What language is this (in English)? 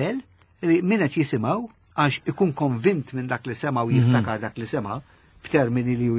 Maltese